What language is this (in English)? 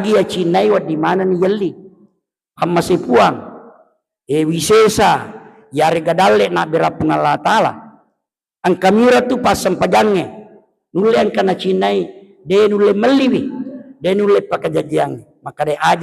Buginese